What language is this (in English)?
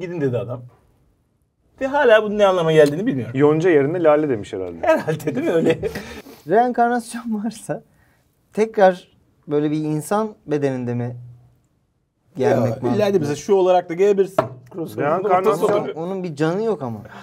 Turkish